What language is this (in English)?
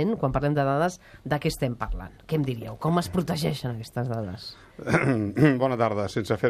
Catalan